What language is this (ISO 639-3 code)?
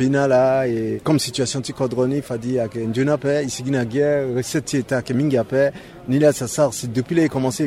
sag